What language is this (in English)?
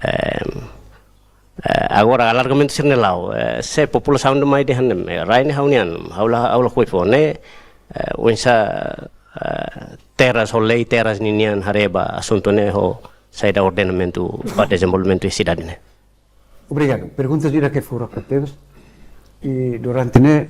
Tetum